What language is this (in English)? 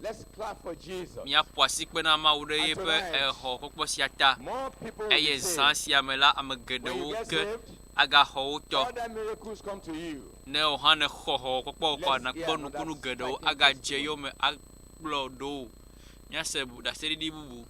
Ewe